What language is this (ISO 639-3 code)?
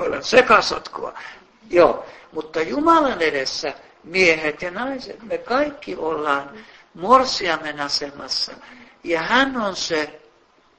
fin